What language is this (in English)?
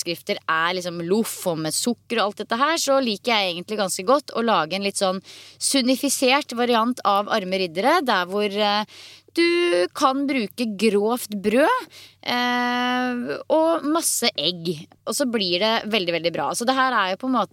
Norwegian